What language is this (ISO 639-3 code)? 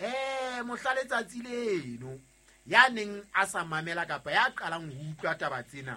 sot